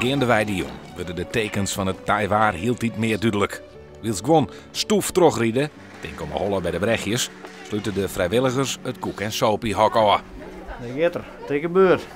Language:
Western Frisian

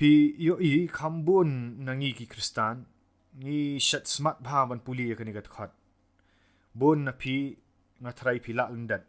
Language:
Khasi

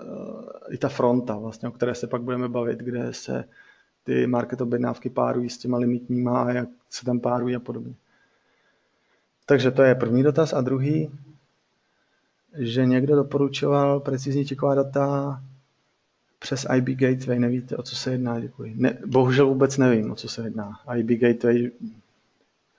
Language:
Czech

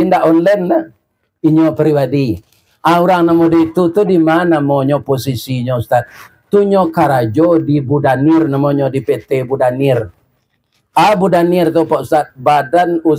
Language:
Minangkabau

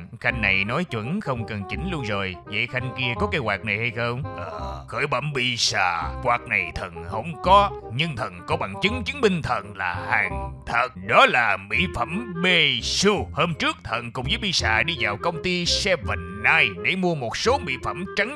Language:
Vietnamese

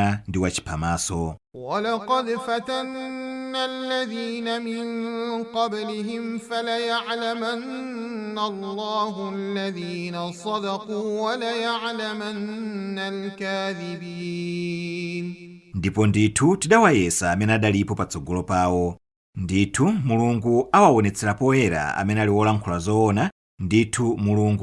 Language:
Nyanja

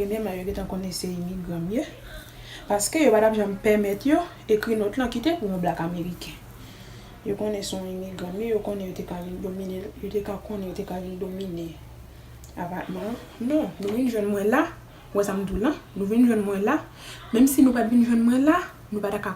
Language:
Haitian Creole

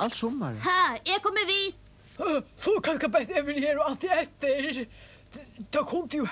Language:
Faroese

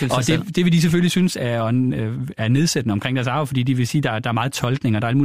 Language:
Danish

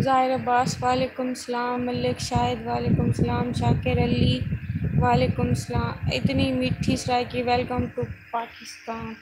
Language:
Saraiki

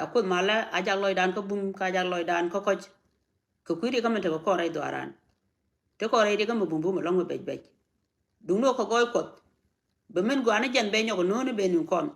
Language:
Nuer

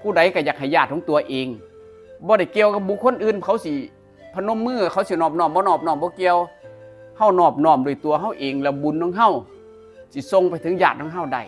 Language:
Northeastern Thai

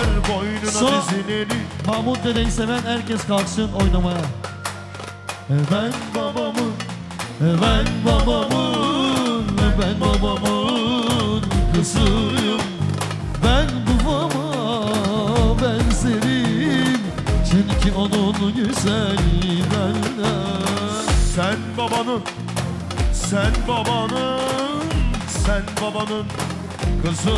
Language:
Turkish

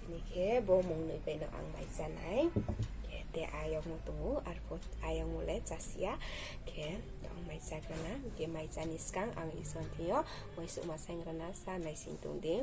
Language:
Riang (India)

